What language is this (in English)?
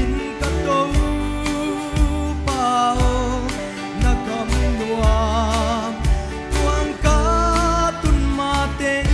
Paite Chin